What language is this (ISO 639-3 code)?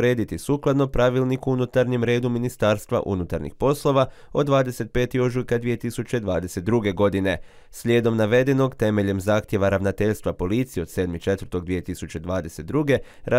hrv